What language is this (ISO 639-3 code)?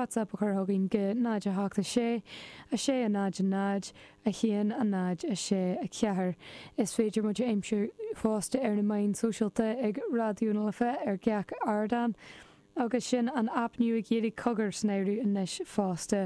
gle